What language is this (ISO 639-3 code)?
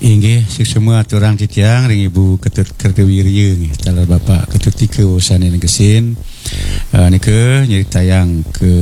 ban